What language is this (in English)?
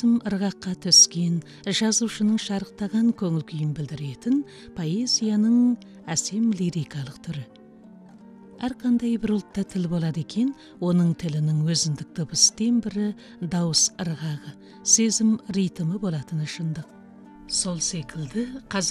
Kazakh